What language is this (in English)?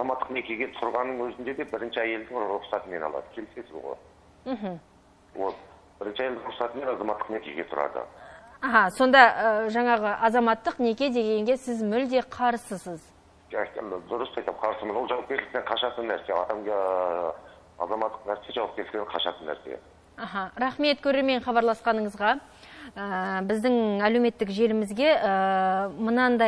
Kazakh